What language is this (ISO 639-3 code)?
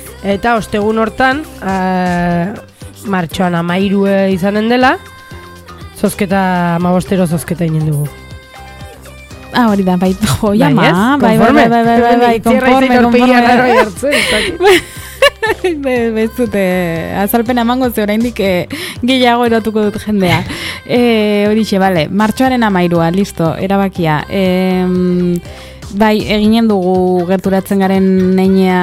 eus